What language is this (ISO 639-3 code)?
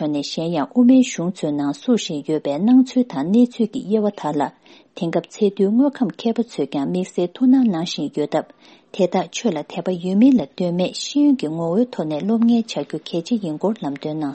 bod